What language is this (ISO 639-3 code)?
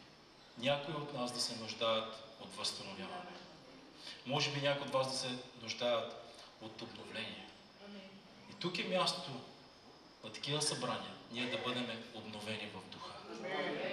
bul